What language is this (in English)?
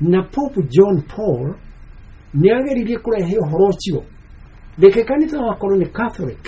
Kikuyu